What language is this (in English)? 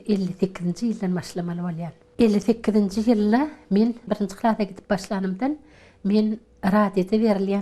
Turkmen